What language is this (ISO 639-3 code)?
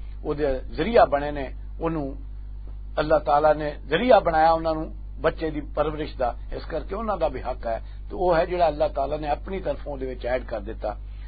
lah